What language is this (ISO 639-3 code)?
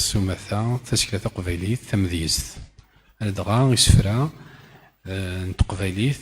kab